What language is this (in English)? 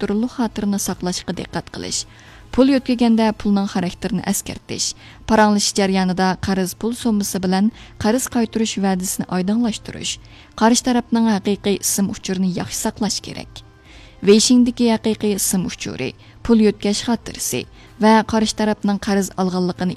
Uyghur